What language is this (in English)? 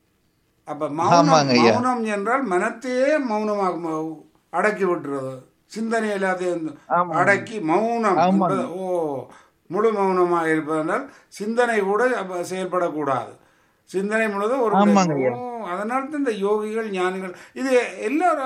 Tamil